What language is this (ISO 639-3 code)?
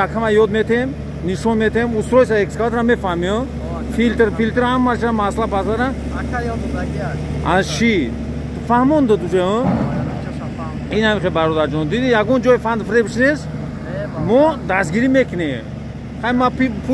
tgk